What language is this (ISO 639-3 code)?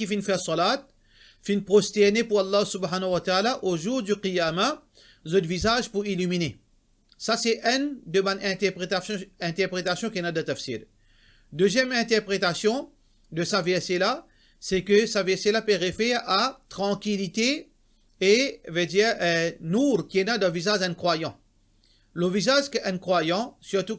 mfe